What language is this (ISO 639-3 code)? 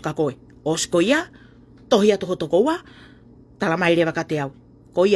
ton